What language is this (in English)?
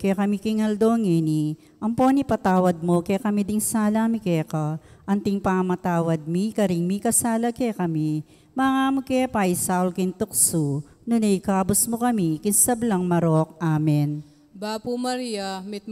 Pampanga